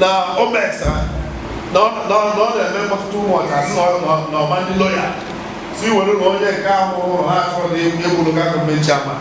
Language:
Igbo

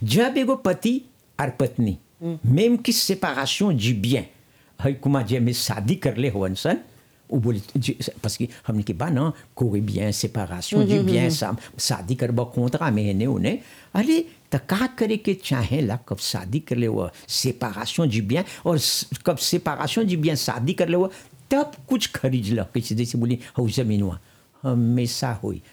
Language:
Bhojpuri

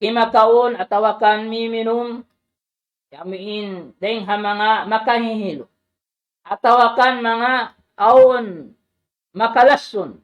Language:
Tausug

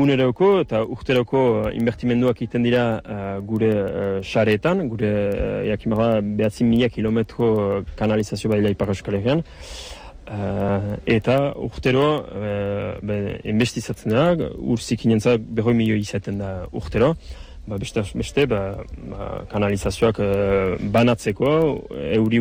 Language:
Basque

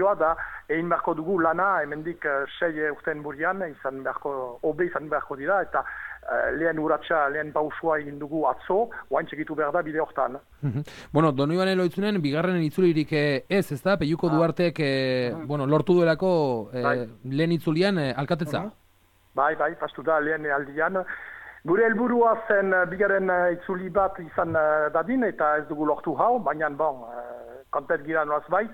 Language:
Basque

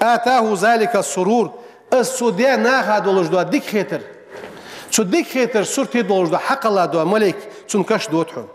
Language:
Ingush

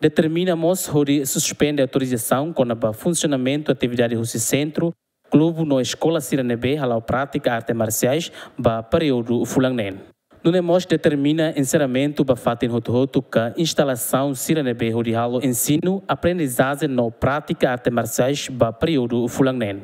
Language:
Tetum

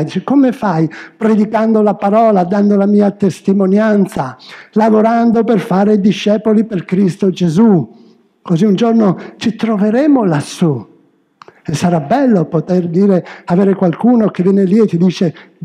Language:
Italian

